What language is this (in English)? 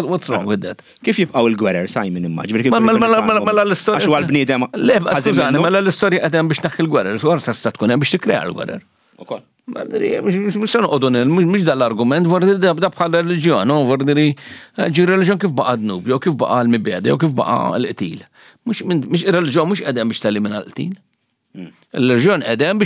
Maltese